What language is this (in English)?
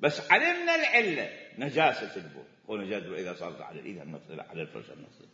Mesopotamian Arabic